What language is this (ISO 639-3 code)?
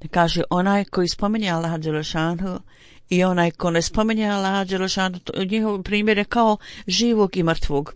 bos